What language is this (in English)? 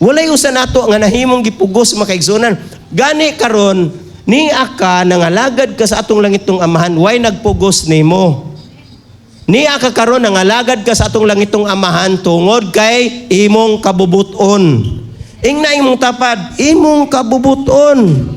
Cebuano